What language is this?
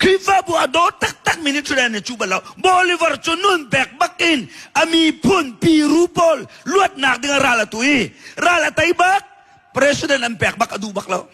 Hakha Chin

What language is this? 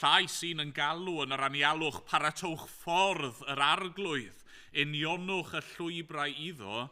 Welsh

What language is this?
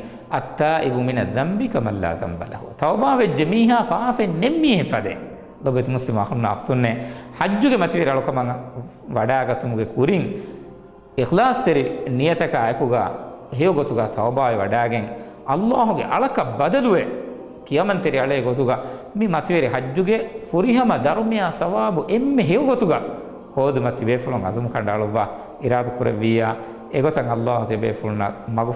Divehi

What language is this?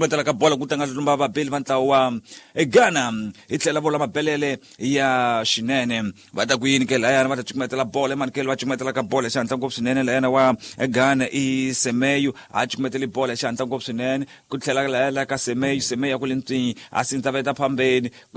Tsonga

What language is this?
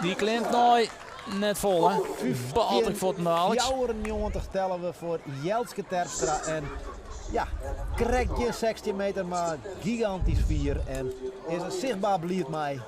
Western Frisian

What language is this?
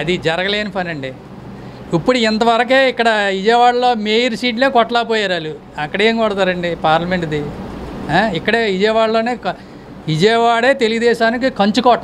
Telugu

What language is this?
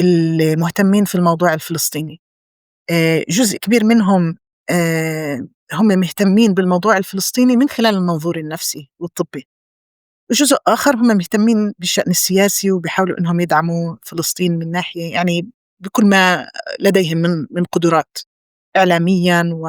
North Levantine Arabic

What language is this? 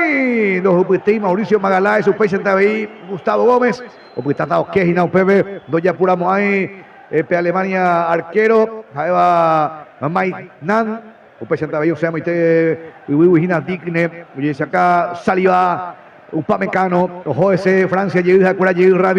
Guarani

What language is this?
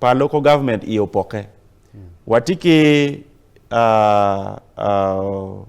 Acoli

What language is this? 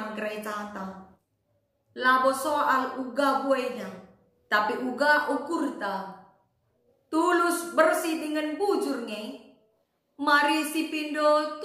Batak Karo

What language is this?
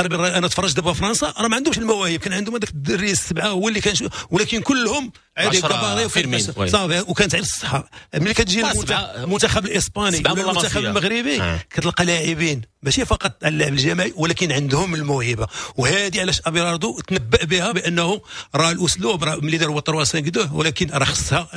Moroccan Arabic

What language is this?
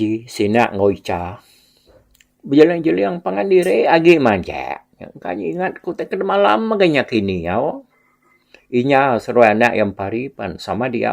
Iban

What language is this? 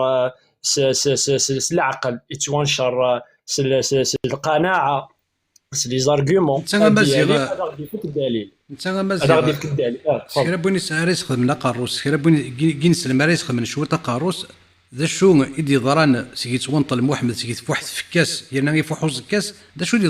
Kabyle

